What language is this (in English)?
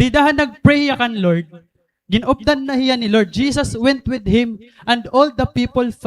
Waray